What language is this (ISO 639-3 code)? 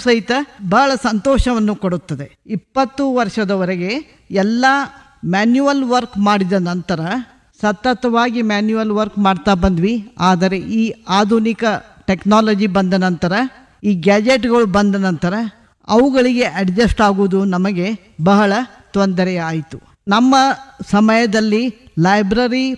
kan